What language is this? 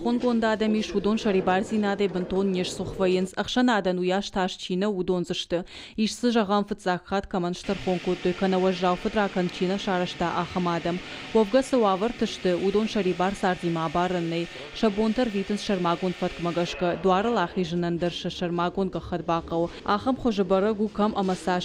Ossetic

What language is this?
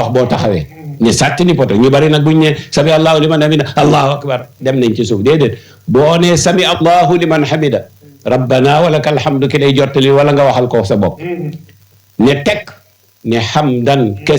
Wolof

